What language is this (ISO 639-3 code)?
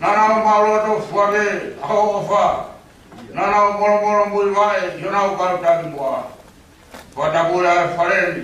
ton